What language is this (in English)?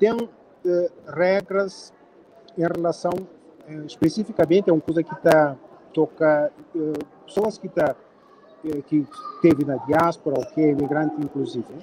Kabuverdianu